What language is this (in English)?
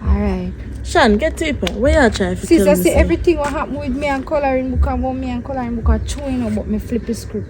Jamaican Creole English